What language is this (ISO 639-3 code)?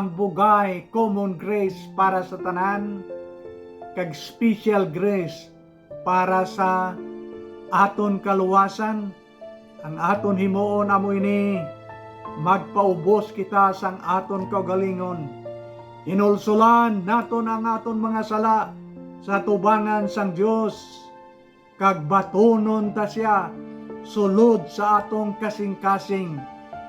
hil